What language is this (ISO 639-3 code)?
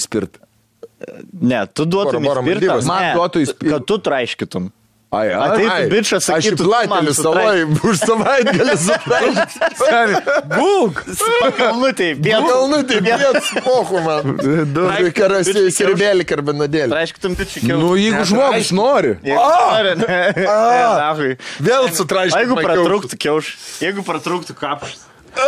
lit